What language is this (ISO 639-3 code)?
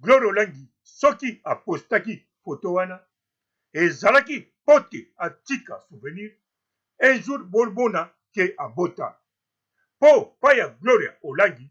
lin